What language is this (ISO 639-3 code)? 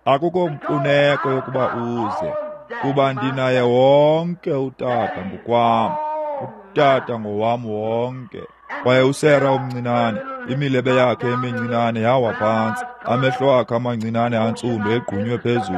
xho